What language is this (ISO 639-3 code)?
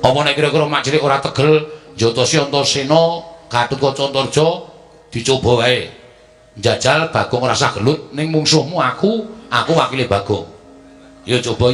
jav